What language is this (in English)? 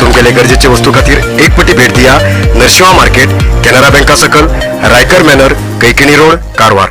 Konkani